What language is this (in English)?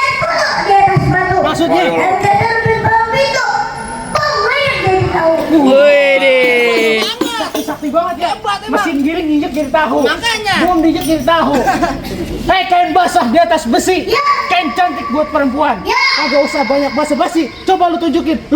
Betawi